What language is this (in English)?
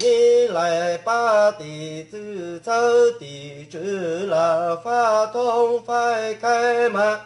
Hmong